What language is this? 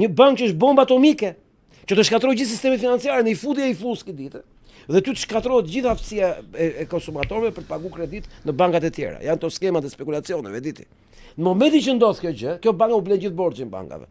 Albanian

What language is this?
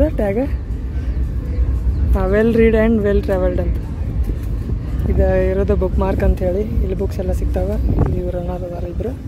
Kannada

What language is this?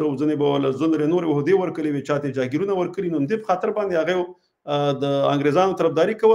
Pashto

